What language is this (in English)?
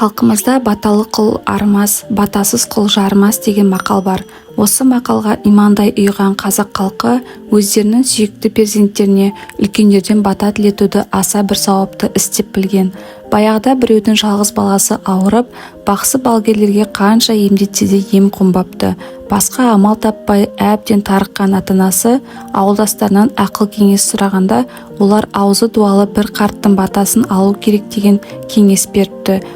Kazakh